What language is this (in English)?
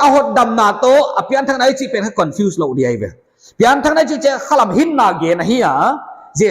Paite Chin